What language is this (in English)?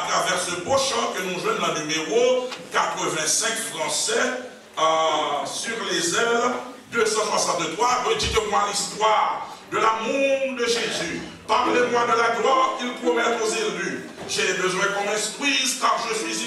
French